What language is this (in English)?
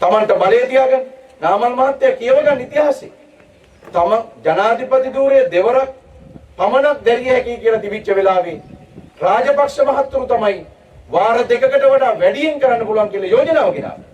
Sinhala